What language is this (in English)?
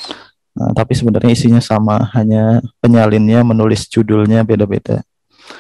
Indonesian